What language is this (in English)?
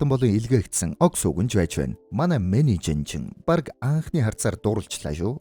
Mongolian